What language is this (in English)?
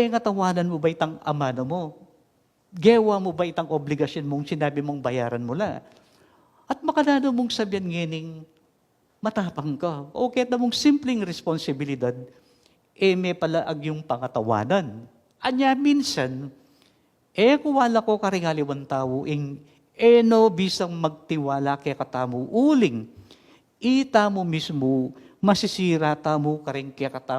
Pampanga